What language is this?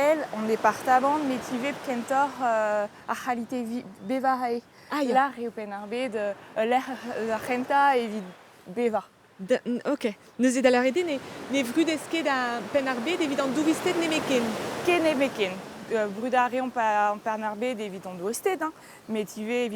Breton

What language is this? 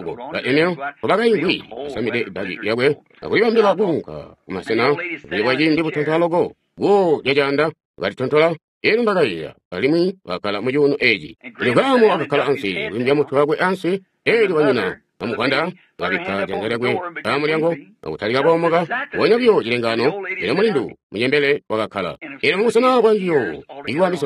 Tonga (Zambia)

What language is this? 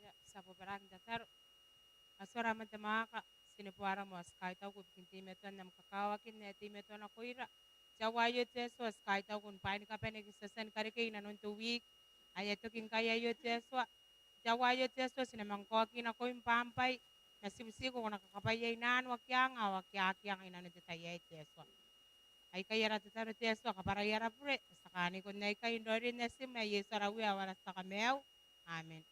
Gilbertese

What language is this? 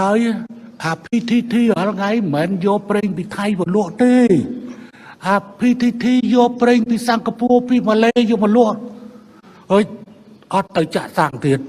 Khmer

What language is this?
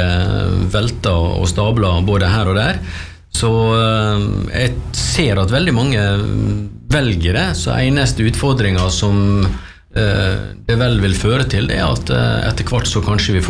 Norwegian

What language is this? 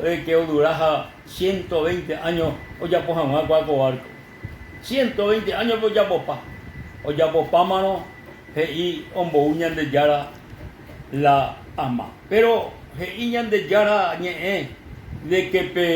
Guarani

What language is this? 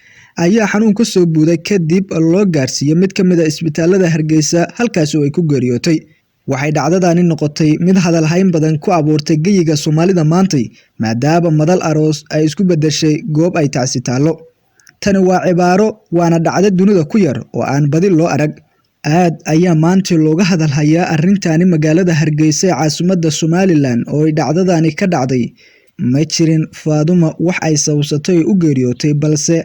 Somali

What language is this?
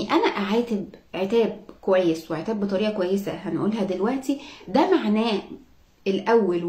Egyptian Arabic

